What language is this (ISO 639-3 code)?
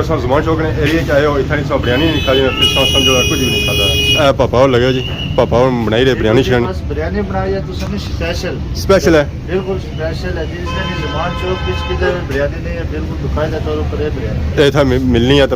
phr